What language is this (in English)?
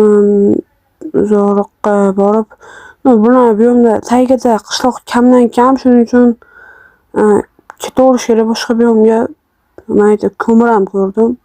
Uzbek